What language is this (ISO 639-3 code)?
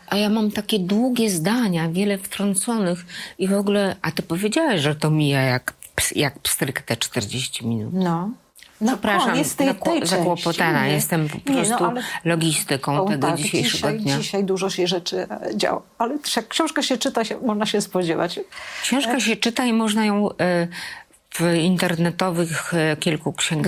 pol